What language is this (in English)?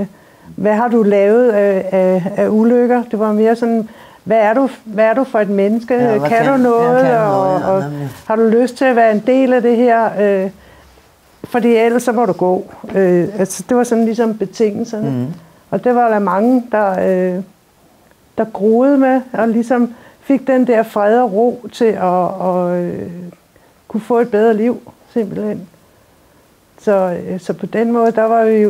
Danish